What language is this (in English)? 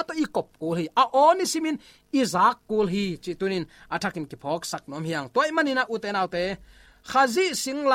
Tedim Chin